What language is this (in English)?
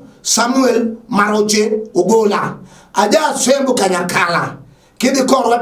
Luo (Kenya and Tanzania)